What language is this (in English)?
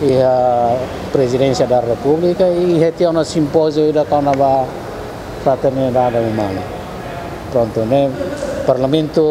Tetum